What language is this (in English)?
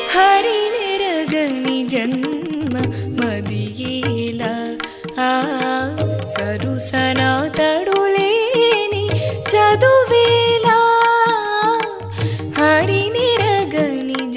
Telugu